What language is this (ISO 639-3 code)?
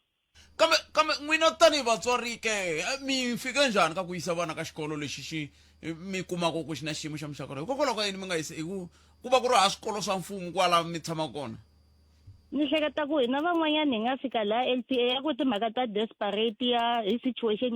tso